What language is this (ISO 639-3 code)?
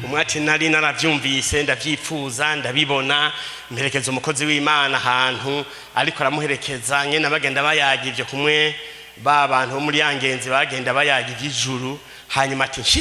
run